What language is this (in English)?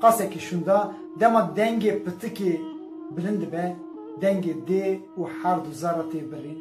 Kurdish